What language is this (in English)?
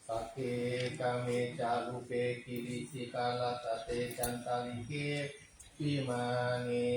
Pali